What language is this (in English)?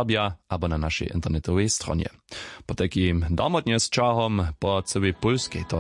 Upper Sorbian